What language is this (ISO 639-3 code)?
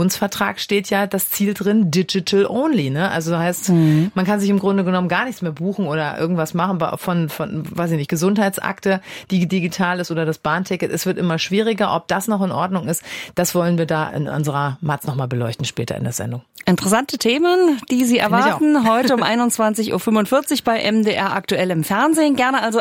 deu